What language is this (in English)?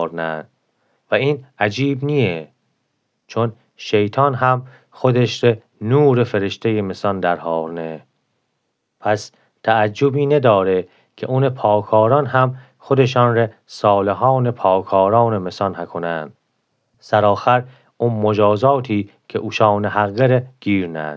Gilaki